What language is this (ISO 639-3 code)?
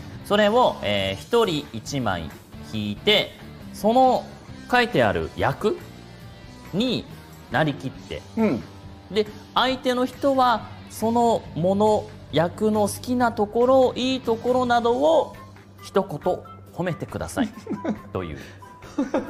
jpn